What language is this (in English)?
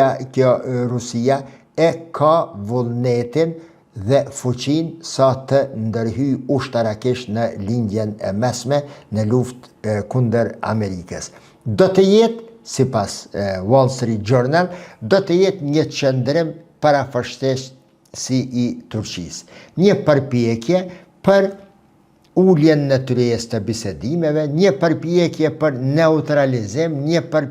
Albanian